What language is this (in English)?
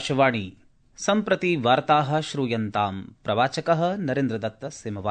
Sanskrit